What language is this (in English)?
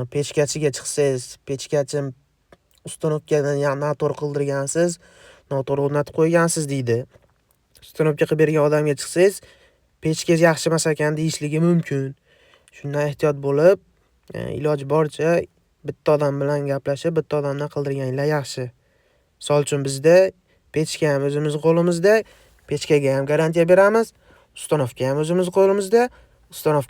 Uzbek